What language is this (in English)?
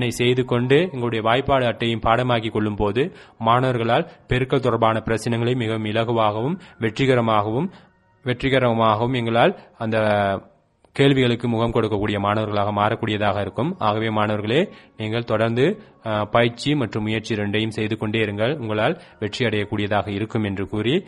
Tamil